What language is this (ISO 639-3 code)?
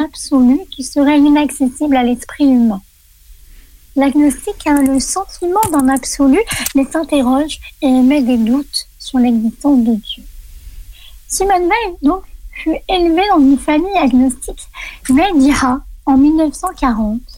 fra